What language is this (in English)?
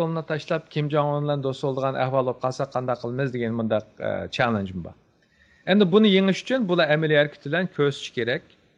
Uyghur